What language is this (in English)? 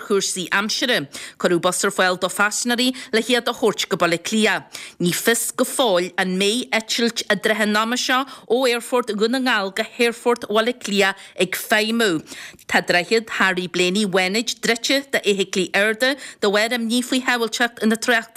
Irish